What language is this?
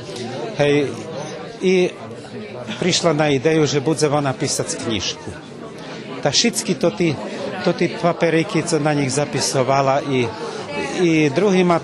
Rusyn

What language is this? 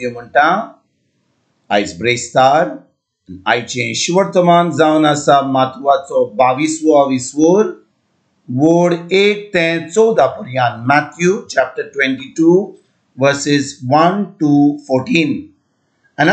Konkani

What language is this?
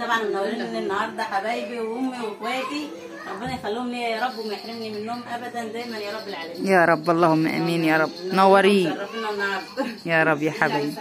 Egyptian Arabic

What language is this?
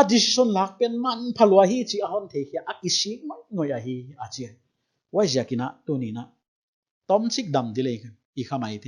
Paite Chin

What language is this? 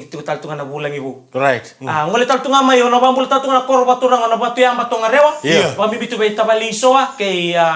Fijian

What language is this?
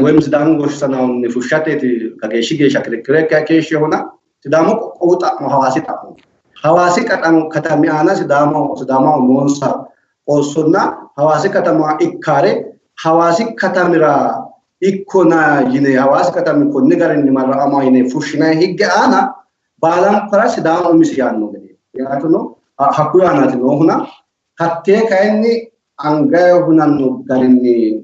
Sidamo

